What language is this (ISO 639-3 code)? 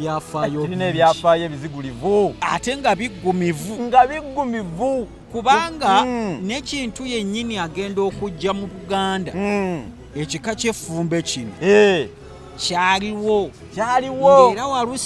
lug